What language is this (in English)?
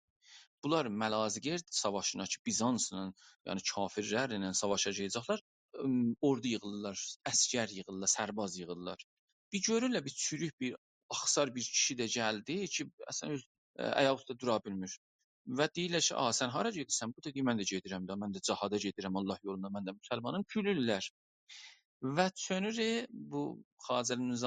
South Azerbaijani